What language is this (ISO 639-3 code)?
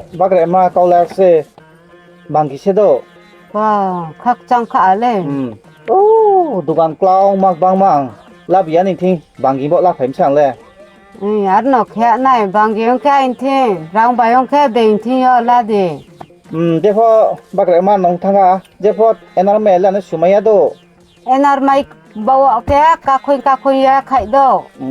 ria